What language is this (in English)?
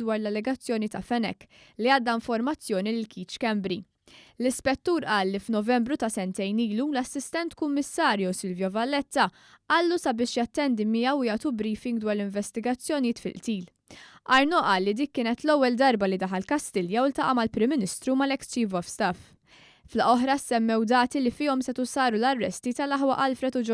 Maltese